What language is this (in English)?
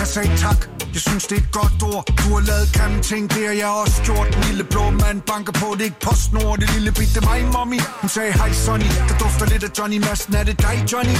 Danish